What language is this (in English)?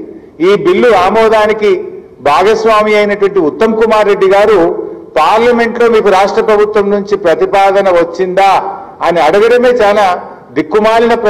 Telugu